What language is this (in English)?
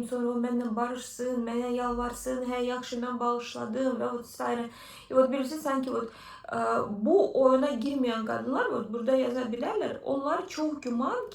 Azerbaijani